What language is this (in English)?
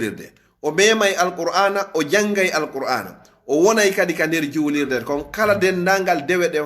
Fula